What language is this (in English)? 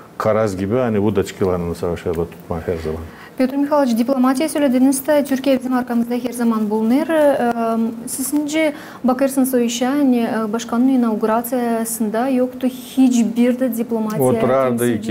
Gagauz